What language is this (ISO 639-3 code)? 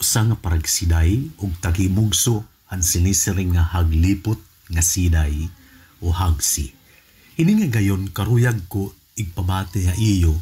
war